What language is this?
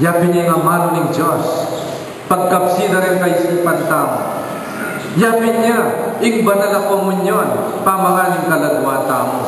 Pampanga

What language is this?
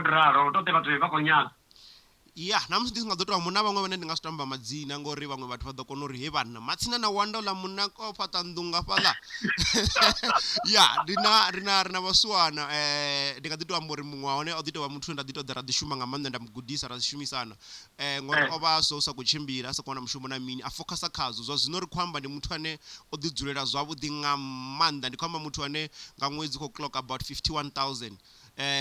Venda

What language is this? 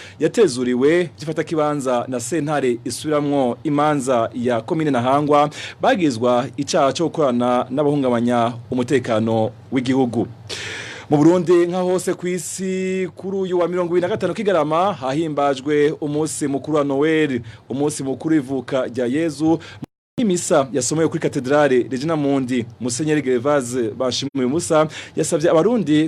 Rundi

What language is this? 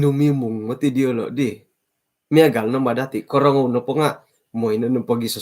Central Dusun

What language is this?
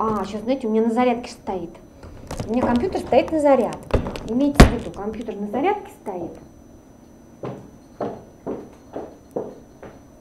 Russian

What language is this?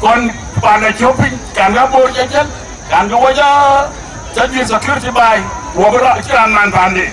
Dinka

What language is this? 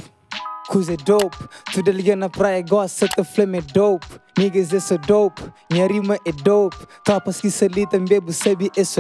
Kabuverdianu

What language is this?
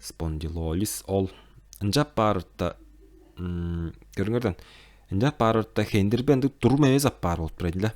Tuvinian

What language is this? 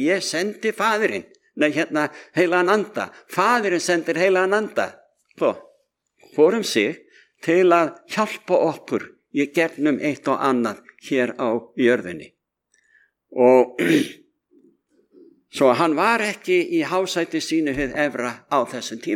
Icelandic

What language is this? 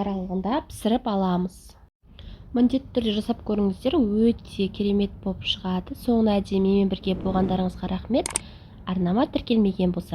Kazakh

